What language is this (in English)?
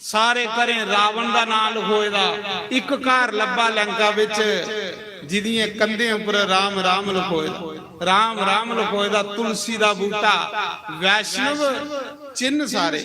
Dogri